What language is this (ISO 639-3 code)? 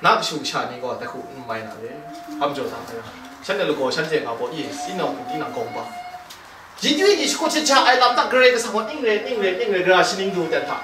kac